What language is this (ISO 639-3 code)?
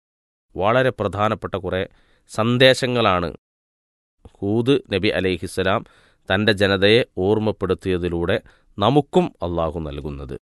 mal